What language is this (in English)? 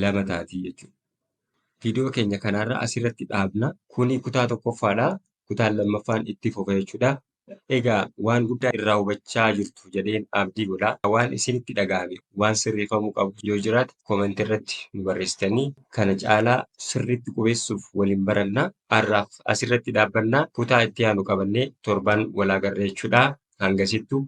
Oromo